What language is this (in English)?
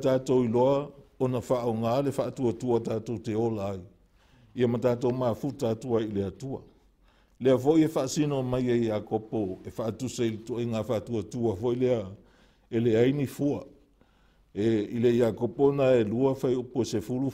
Samoan